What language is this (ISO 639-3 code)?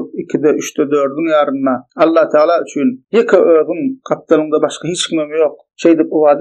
tuk